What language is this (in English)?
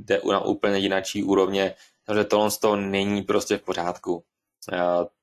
Czech